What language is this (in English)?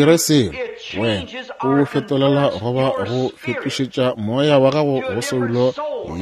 Northern Sotho